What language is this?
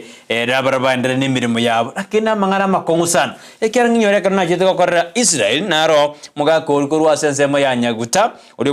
Gusii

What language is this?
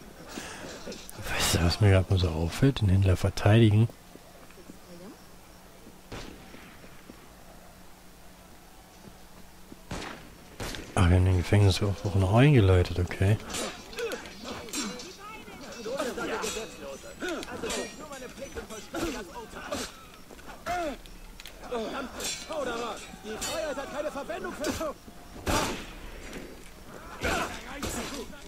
German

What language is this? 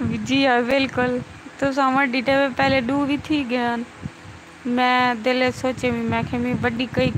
Saraiki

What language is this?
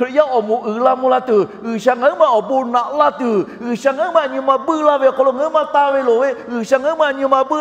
Lahu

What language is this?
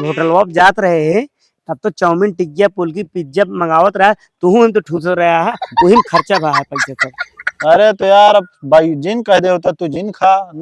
Awadhi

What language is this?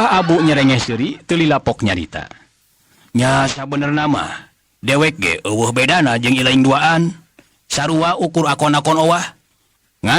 Sundanese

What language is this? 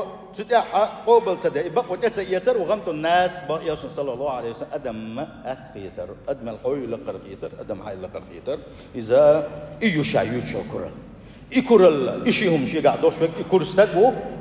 Chechen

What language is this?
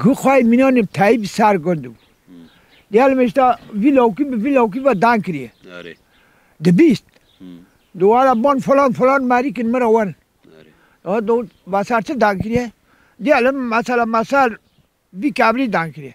Kurdish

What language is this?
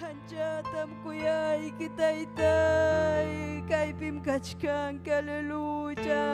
Ayacucho Quechua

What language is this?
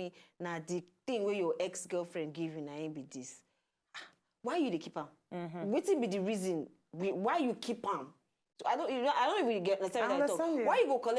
Nigerian Pidgin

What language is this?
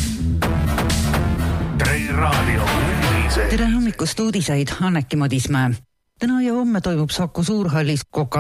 Estonian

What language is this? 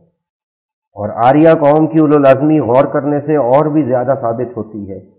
Urdu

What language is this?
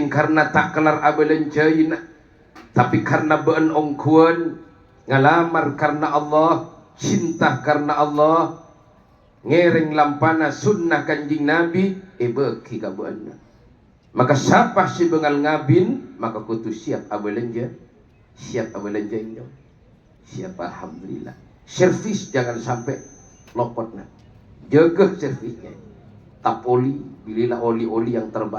Madurese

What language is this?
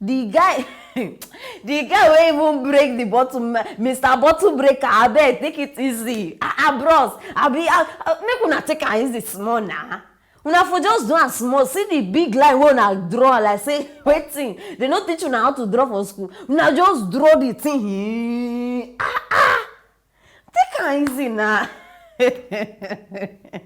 Nigerian Pidgin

